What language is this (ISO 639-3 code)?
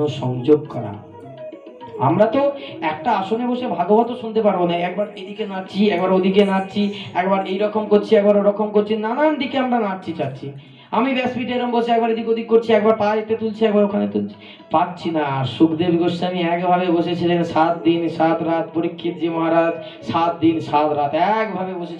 ben